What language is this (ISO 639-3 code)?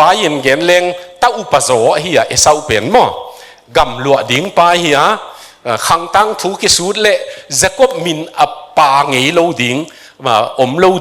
ctd